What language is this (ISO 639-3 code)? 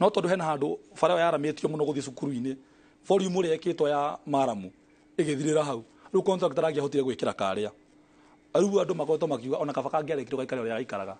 kik